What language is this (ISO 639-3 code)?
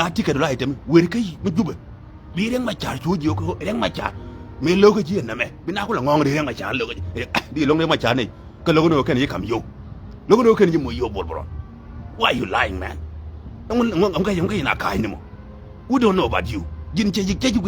nus